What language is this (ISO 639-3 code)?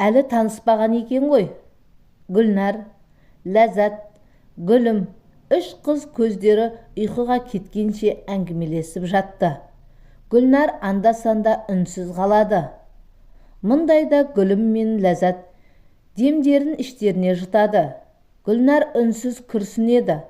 kaz